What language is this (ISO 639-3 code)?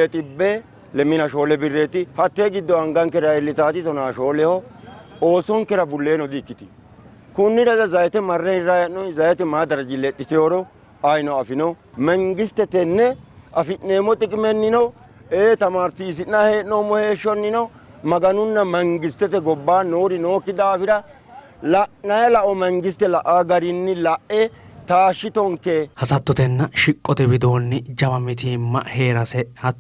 sid